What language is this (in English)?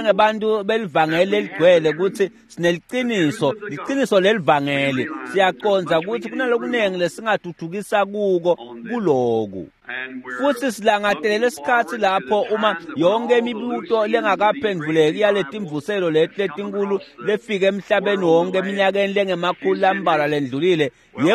Swati